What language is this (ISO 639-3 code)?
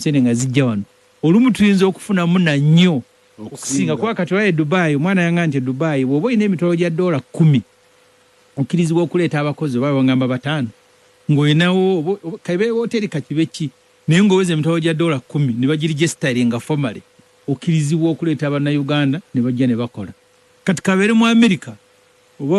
lug